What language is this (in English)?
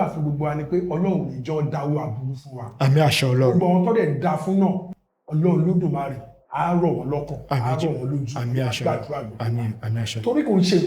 Yoruba